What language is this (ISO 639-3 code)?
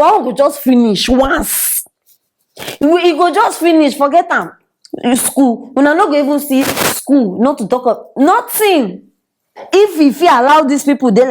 pcm